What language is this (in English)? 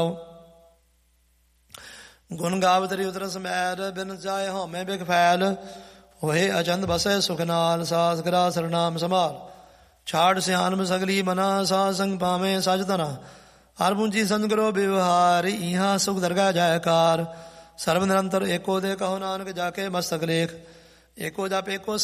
Punjabi